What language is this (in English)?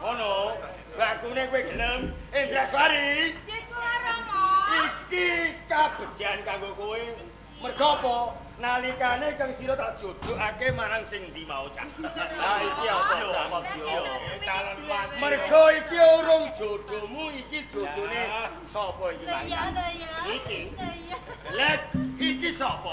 Javanese